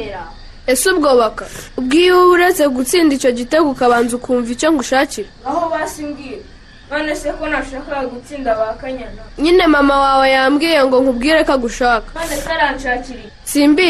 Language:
Kinyarwanda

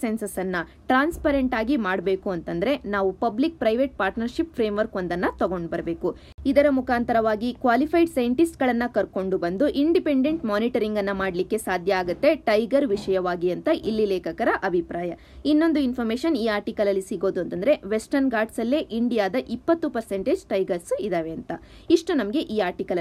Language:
Kannada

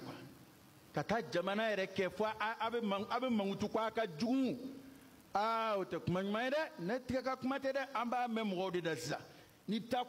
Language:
Bambara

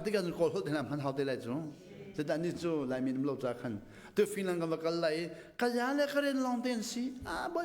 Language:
Hakha Chin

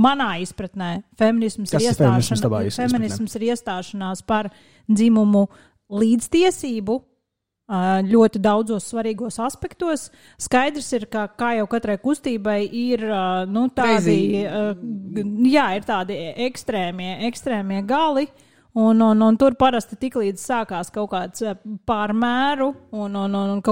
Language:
Latvian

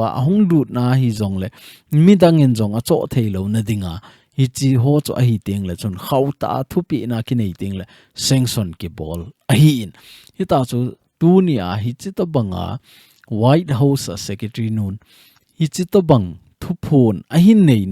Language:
Thado Chin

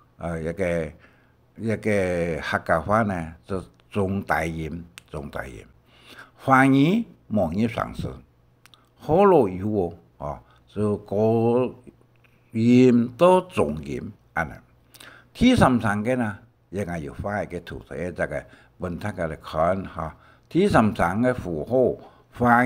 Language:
Hakka Chinese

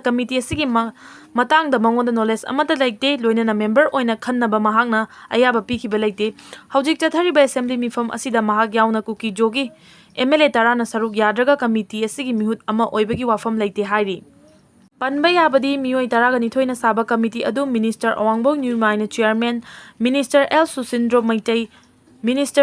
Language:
Manipuri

